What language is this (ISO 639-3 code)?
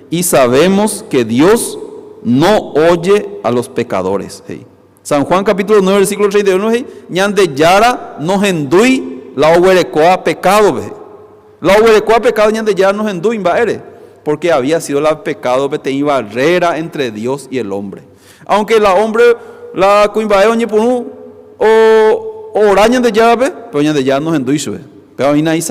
grn